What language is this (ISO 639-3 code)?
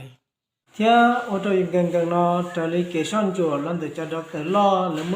hmn